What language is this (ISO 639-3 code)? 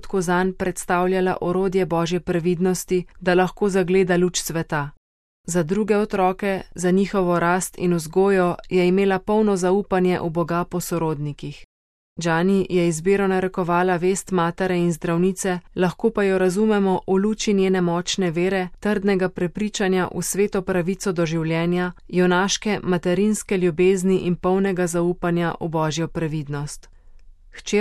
slv